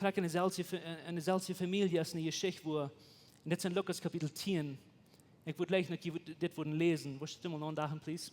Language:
Plautdietsch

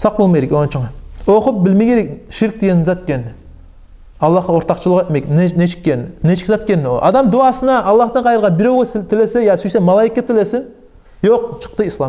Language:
Kumyk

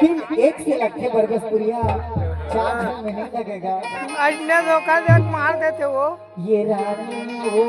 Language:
Chhattisgarhi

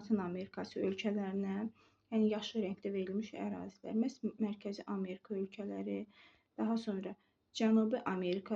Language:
Azerbaijani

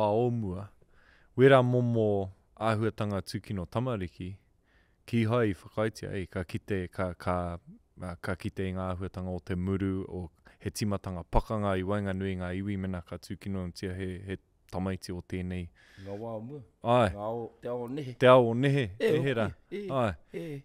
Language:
Māori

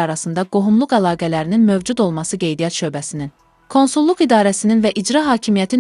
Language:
Azerbaijani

